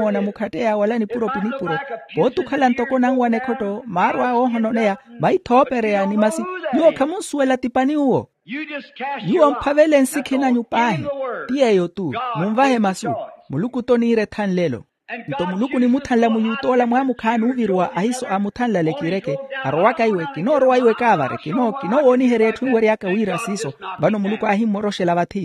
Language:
Makhuwa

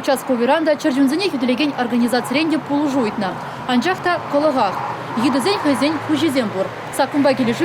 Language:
Chuvash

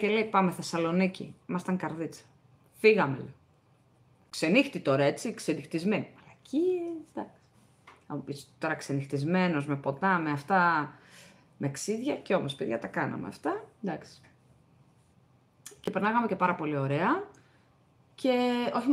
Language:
Greek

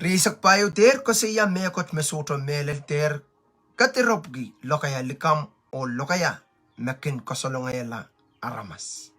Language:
Pohnpeian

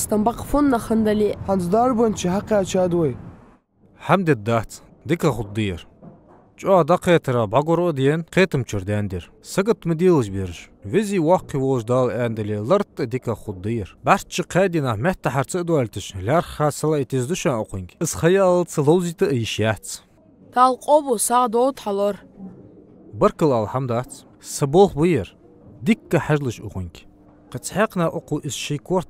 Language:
Ingush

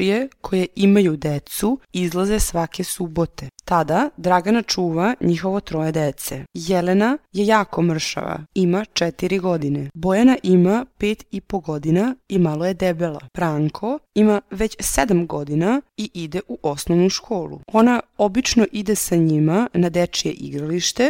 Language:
Serbian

